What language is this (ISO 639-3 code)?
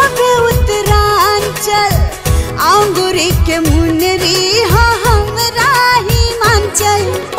bho